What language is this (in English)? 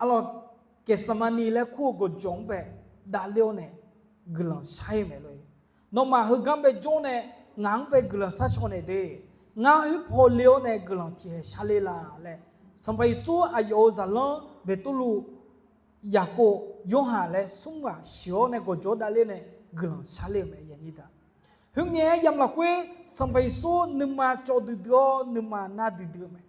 Akha